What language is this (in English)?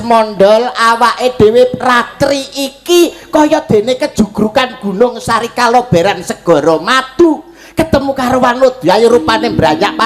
Javanese